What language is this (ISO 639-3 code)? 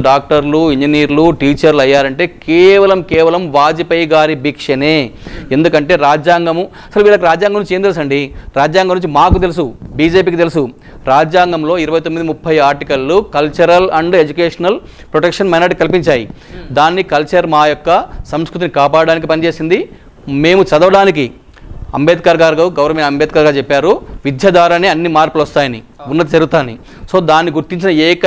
tel